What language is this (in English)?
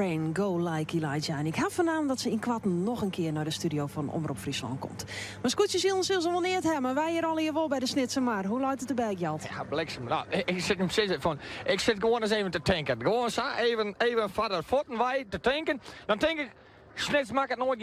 Western Frisian